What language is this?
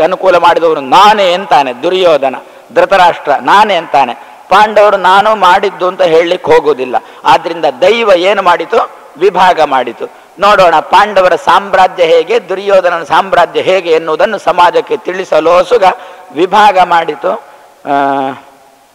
Kannada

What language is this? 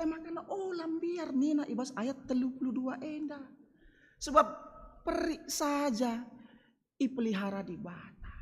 Batak Karo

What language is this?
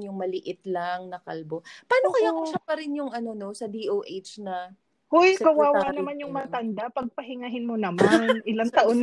Filipino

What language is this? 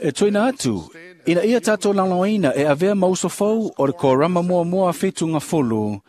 Samoan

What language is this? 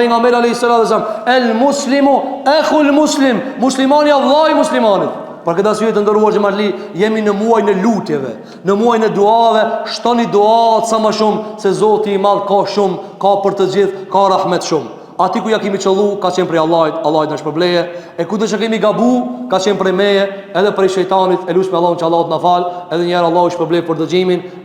Albanian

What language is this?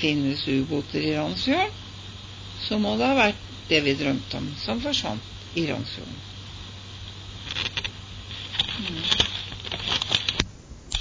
Norwegian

